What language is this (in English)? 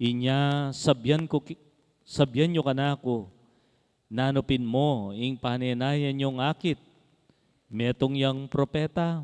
Pampanga